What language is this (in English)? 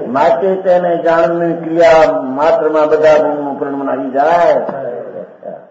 Gujarati